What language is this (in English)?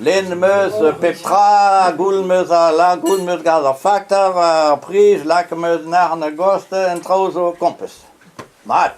Breton